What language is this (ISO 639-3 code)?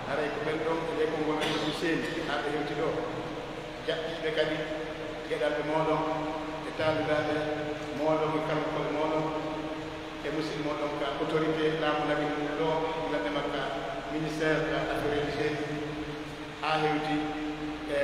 fuf